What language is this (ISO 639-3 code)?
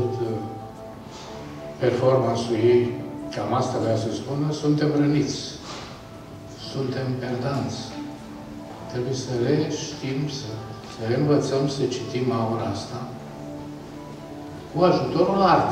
ron